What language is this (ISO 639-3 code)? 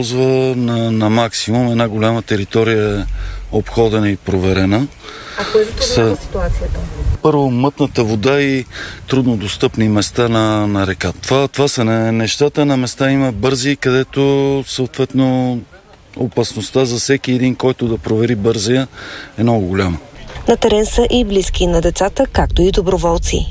bul